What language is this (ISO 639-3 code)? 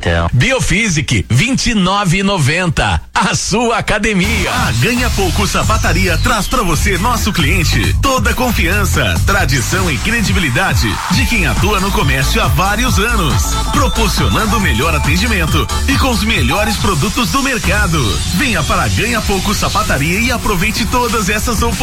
por